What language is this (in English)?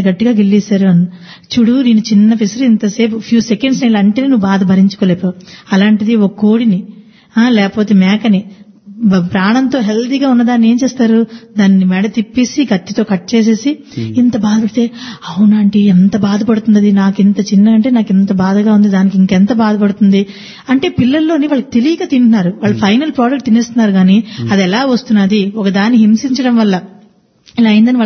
Telugu